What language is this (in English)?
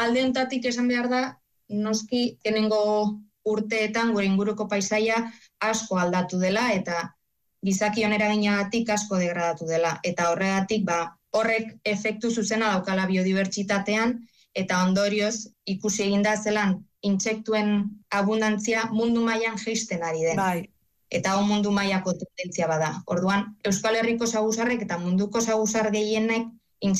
Basque